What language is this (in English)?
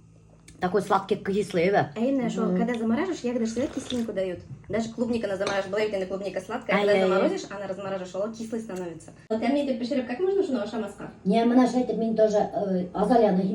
Bashkir